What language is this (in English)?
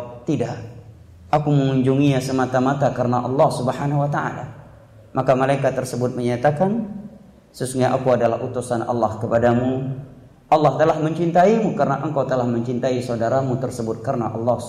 Indonesian